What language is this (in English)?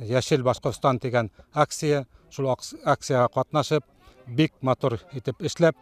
Bashkir